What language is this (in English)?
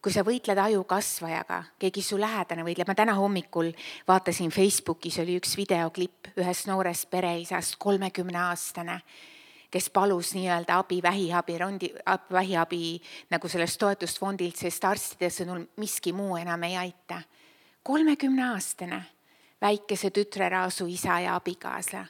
Estonian